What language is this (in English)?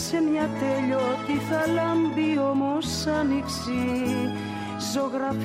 Greek